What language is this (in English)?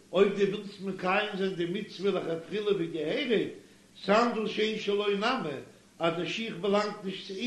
Yiddish